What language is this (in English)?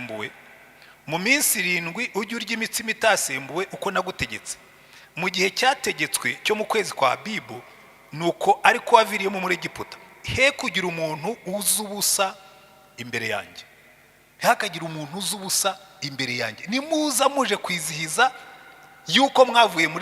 Kinyarwanda